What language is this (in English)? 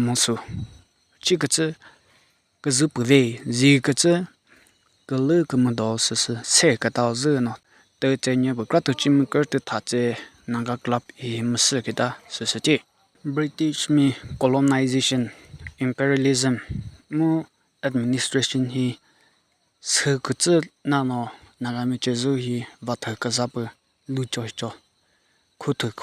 Chokri Naga